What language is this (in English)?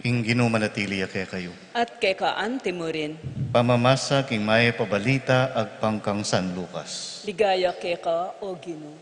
Pampanga